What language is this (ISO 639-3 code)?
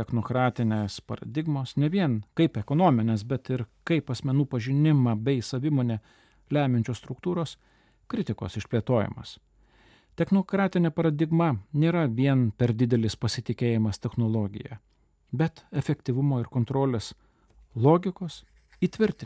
lit